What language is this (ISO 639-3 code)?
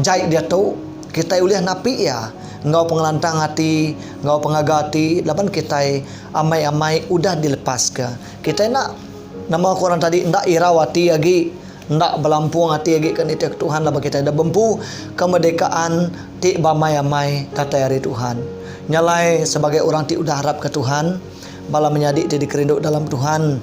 iba